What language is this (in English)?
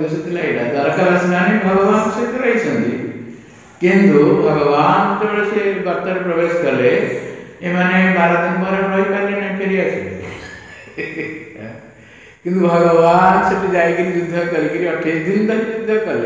Odia